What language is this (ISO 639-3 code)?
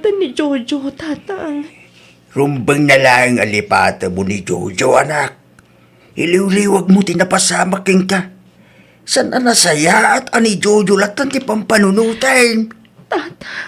ilo